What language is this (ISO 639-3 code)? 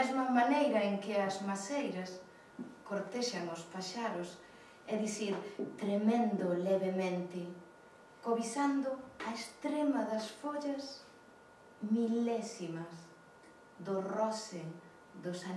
glg